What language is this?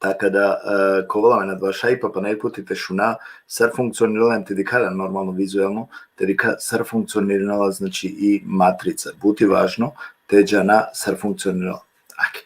Balkan Romani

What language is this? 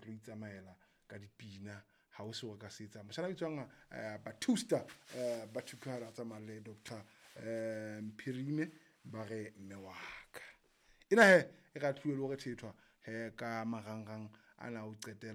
Southern Sotho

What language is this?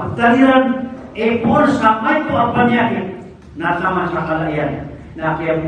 Maranao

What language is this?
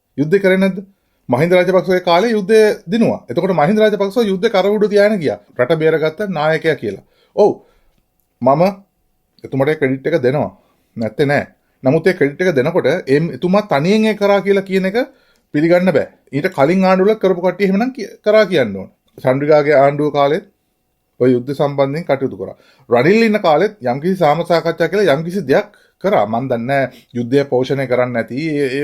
Sinhala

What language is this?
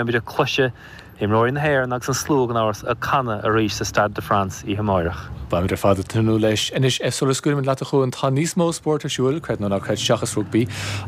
Irish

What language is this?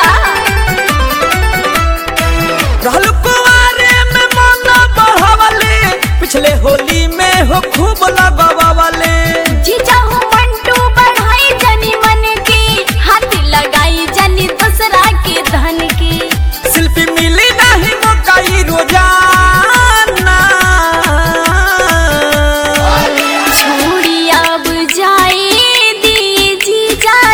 Bhojpuri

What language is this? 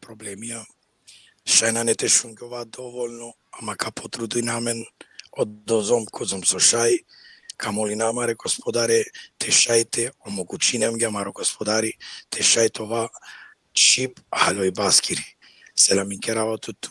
Balkan Romani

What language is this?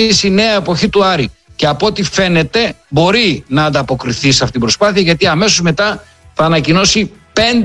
Greek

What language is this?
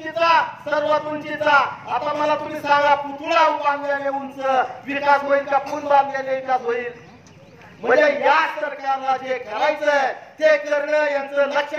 Marathi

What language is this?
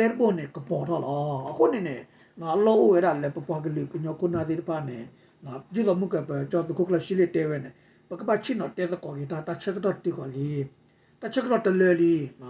S'gaw Karen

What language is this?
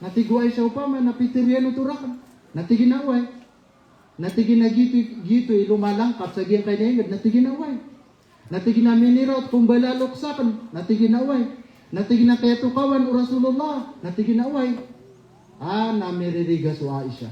Maranao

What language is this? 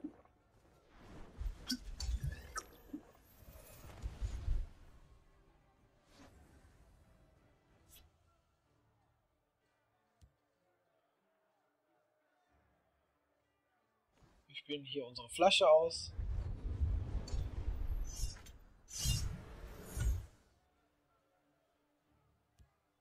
German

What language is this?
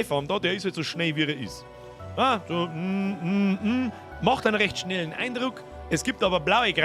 Bavarian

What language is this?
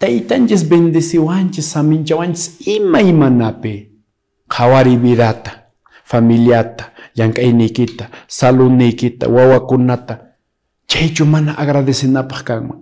Quechua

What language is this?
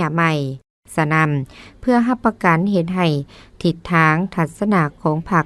Lao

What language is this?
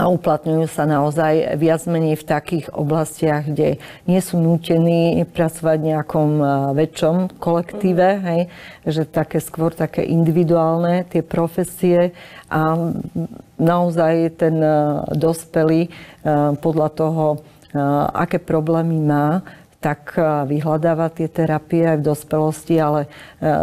Slovak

